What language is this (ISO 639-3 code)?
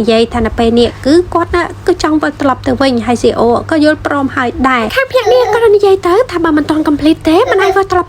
khm